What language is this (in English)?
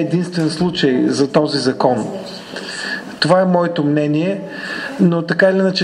Bulgarian